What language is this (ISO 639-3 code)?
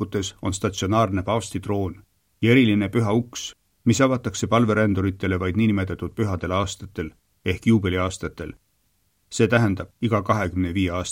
est